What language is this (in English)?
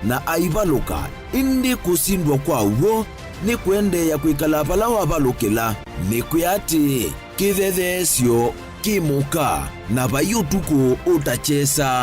Kamba